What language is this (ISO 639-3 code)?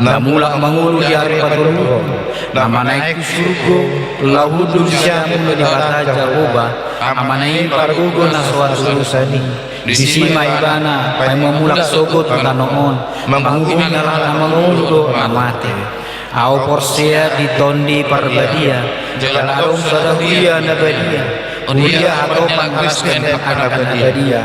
bbc